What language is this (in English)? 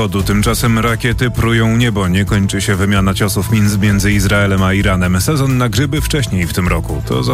Polish